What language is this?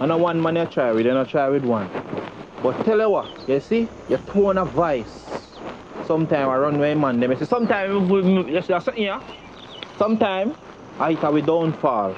Jamaican Creole English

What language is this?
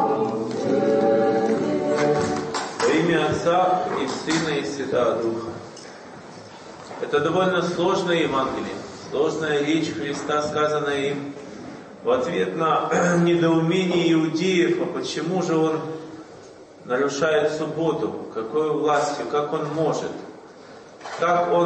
Russian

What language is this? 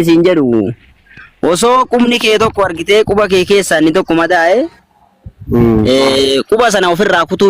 Oromo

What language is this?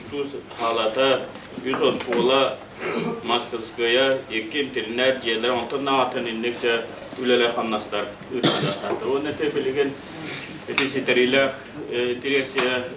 Yakut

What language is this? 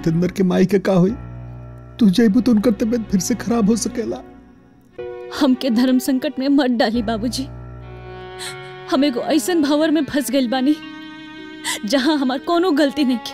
Bhojpuri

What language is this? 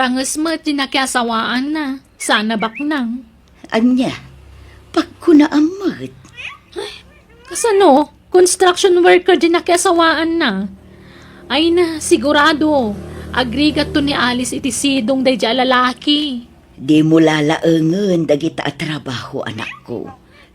Iloko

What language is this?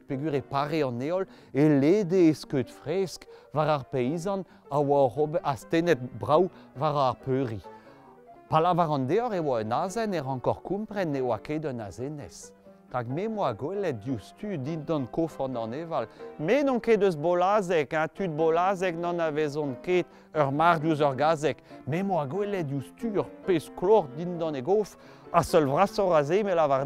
Breton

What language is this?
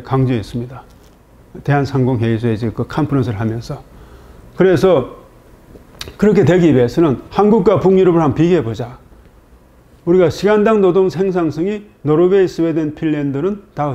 Korean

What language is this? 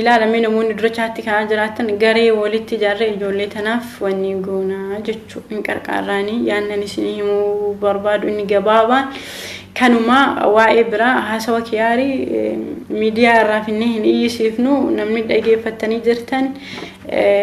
Oromo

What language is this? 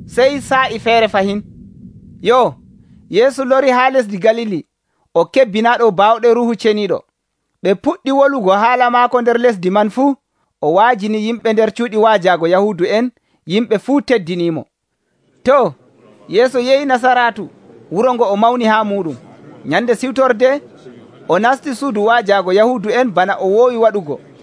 Nigerian Fulfulde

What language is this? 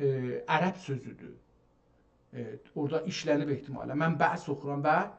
South Azerbaijani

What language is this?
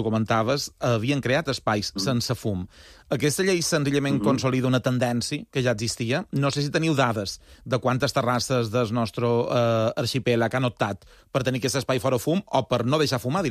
Catalan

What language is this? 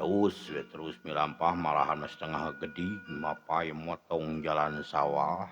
Sundanese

